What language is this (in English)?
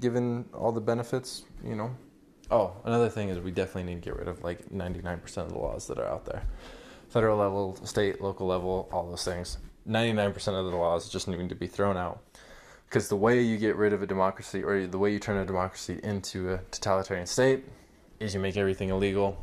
English